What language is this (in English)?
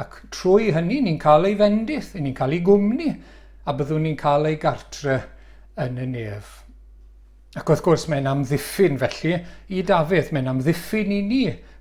Welsh